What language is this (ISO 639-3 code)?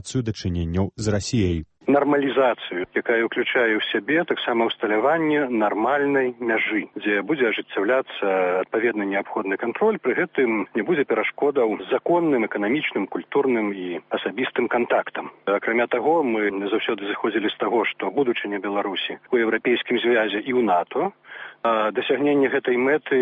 bel